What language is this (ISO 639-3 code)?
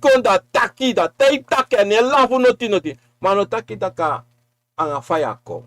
srn